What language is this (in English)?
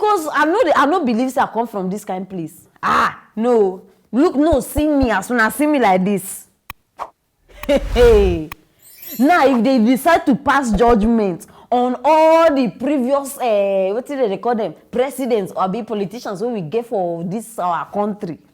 Nigerian Pidgin